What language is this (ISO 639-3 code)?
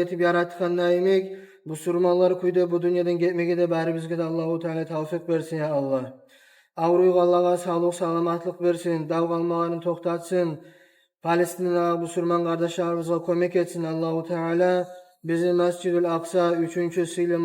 kum